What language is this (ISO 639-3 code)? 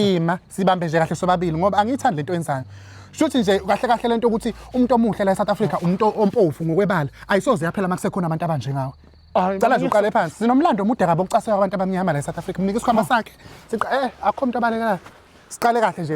zul